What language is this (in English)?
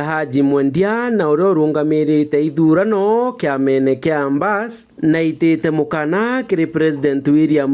Meru